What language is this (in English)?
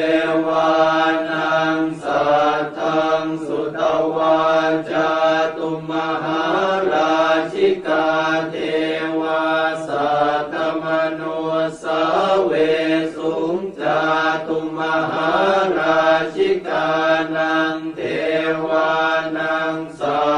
Pali